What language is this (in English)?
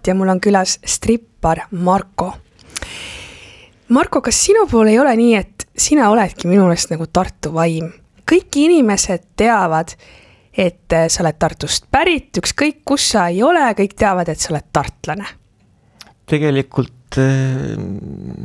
Estonian